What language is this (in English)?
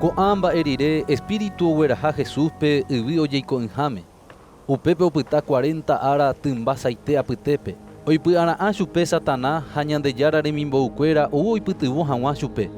Guarani